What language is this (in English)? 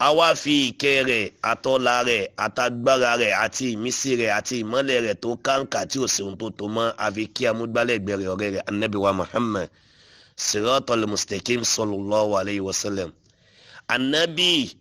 Yoruba